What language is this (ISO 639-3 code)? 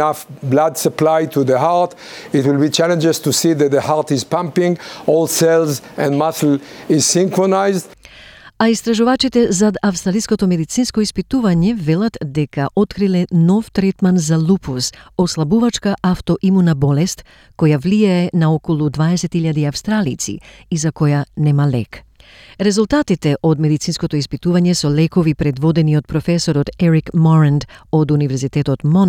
mkd